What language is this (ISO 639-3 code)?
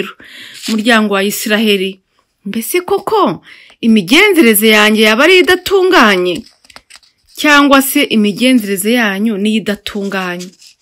kin